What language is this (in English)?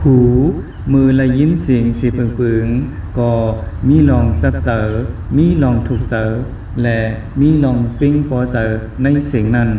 Shan